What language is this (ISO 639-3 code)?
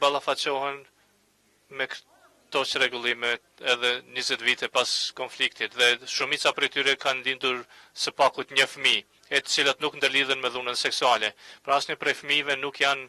sqi